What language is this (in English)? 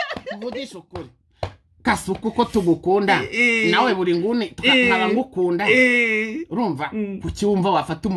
Kinyarwanda